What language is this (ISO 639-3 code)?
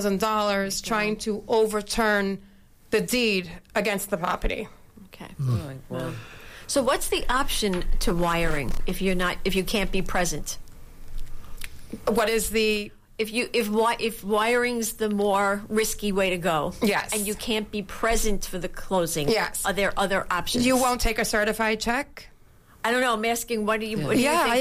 eng